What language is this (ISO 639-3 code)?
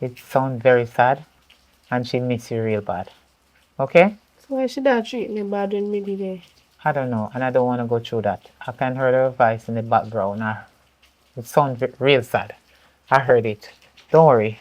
jam